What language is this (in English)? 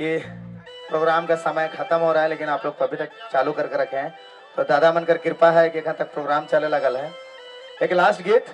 Sadri